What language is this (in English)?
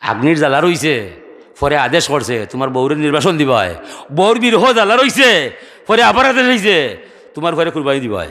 Sylheti